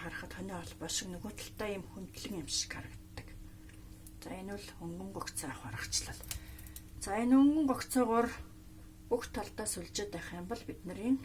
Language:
Mongolian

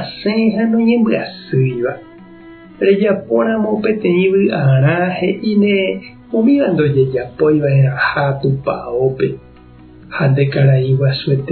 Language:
Guarani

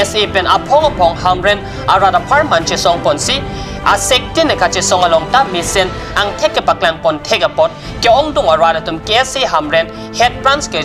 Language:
Karbi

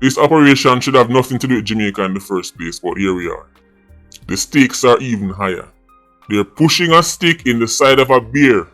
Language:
Jamaican Creole English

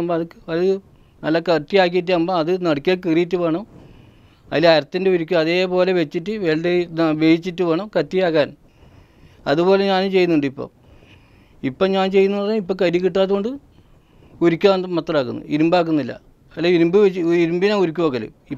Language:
Malayalam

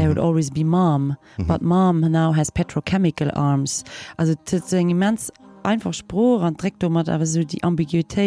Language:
Luxembourgish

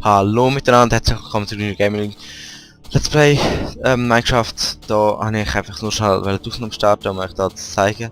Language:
Swiss German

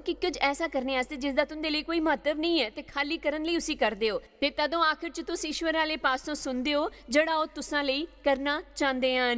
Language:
Dogri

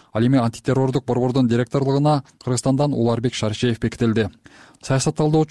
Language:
Kyrgyz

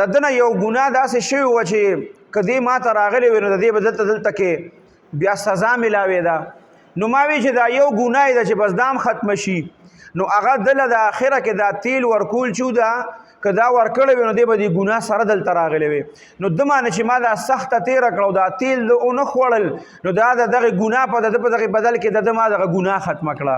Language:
Pashto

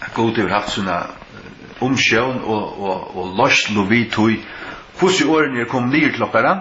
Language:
Faroese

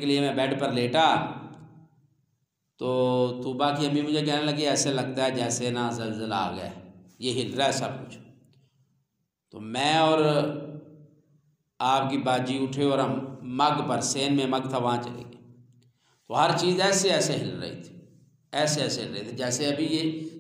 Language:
Urdu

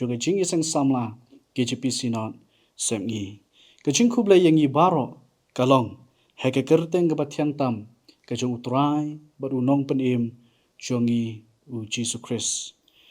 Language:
Khasi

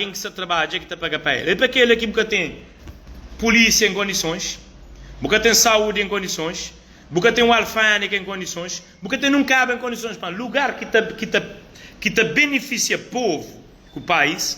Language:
Kabuverdianu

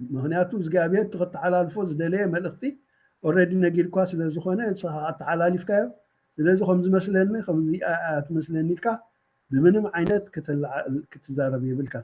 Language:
Tigrinya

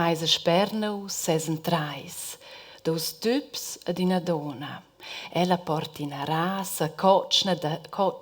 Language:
Romansh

